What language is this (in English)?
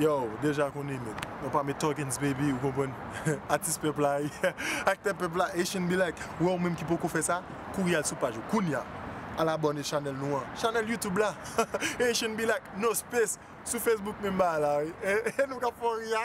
Haitian Creole